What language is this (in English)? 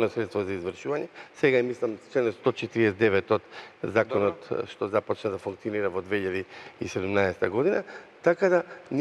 Macedonian